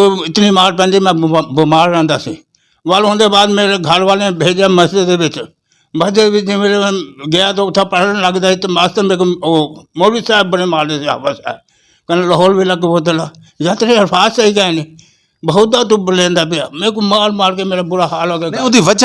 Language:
Western Panjabi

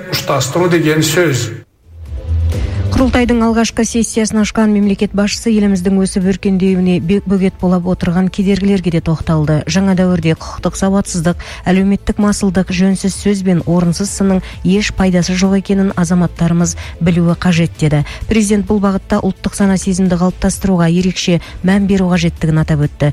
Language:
Kazakh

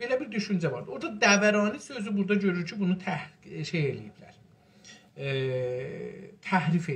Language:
South Azerbaijani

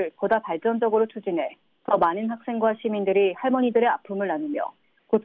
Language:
Korean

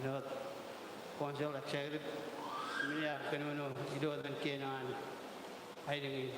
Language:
Marshallese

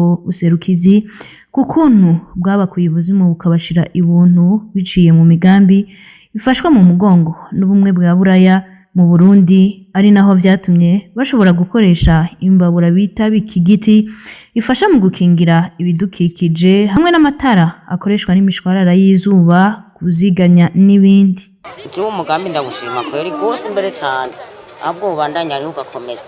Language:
Rundi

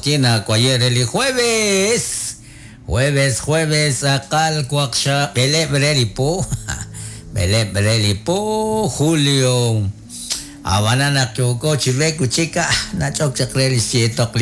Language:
Kekchí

